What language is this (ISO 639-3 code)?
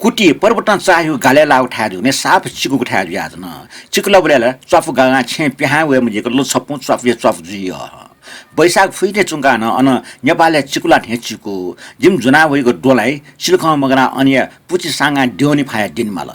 new